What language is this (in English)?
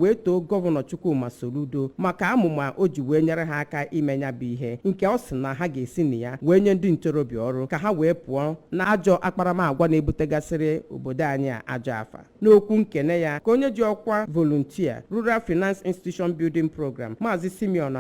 Igbo